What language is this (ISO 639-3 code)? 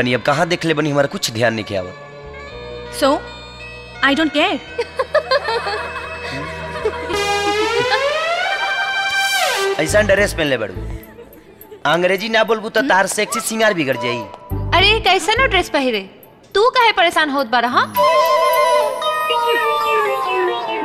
bho